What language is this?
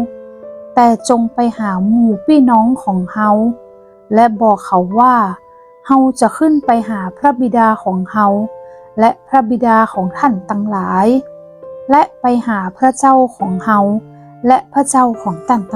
Northern Thai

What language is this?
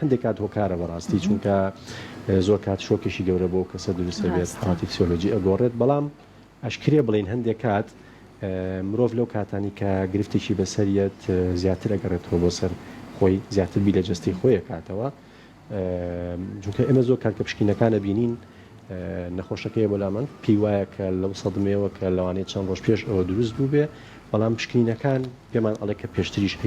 Central Kurdish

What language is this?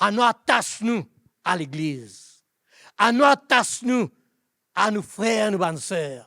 Morisyen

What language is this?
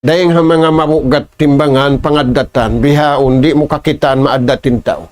Tausug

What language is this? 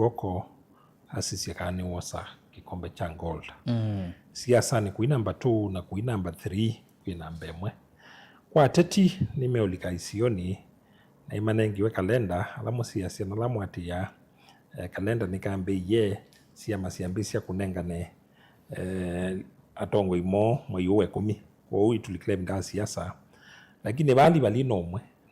Kamba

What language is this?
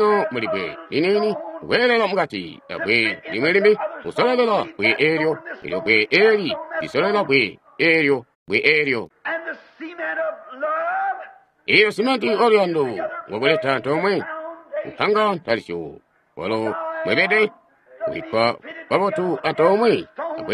Tonga (Zambia)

